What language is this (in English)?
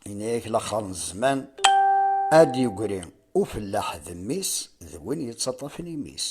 Kabyle